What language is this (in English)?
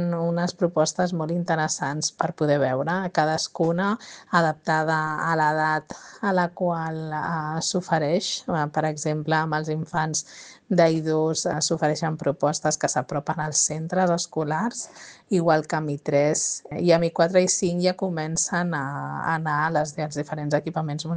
Catalan